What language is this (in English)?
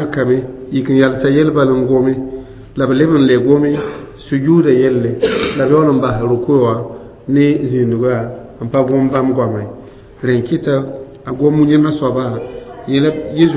Mossi